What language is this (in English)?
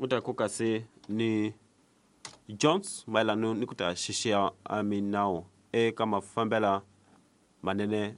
Tsonga